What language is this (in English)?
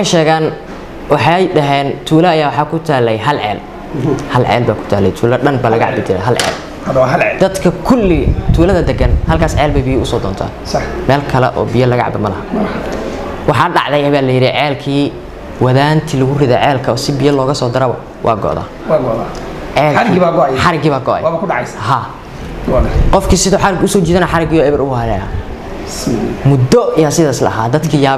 Somali